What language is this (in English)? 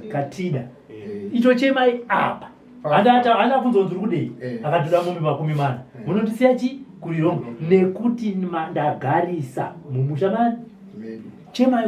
Shona